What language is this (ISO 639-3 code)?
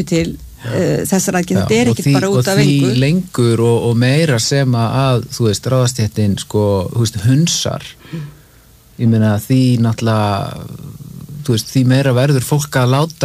isl